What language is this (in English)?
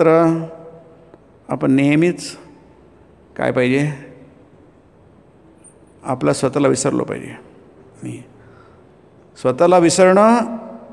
Marathi